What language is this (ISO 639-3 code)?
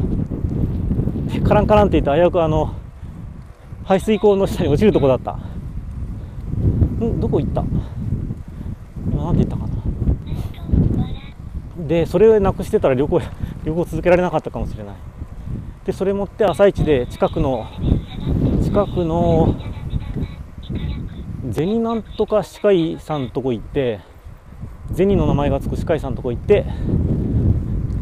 jpn